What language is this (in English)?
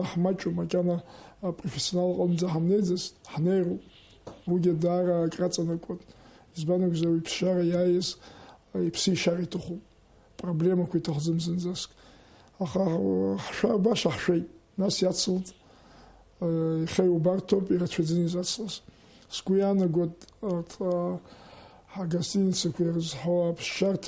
Abkhazian